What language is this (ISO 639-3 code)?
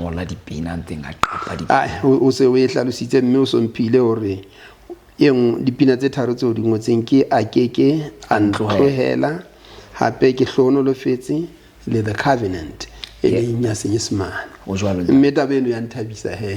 sot